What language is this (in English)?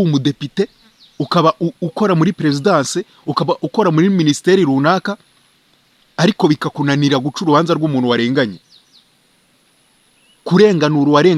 Kinyarwanda